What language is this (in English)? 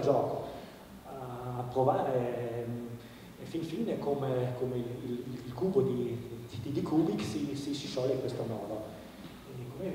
Italian